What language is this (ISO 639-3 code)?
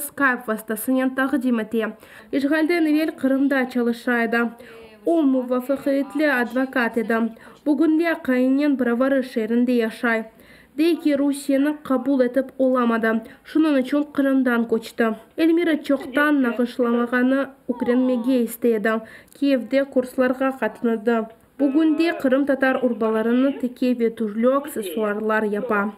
crh